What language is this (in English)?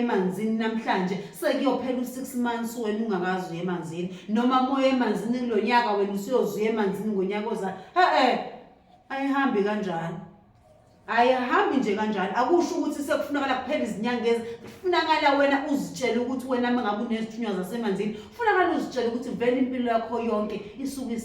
Zulu